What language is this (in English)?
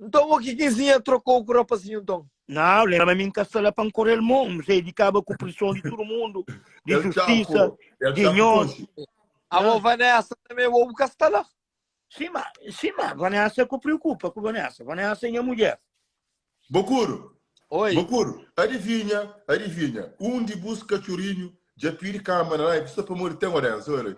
Kabuverdianu